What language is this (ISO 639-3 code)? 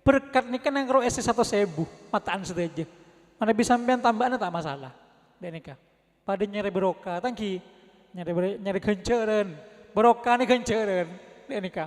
mad